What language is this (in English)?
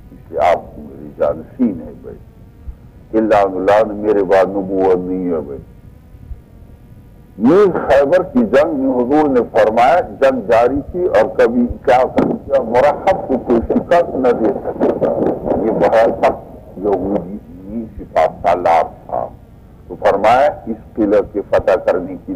Urdu